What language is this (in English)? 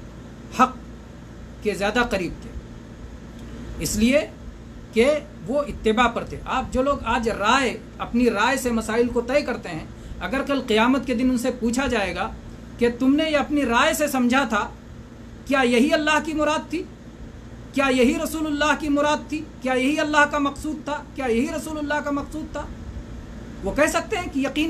Urdu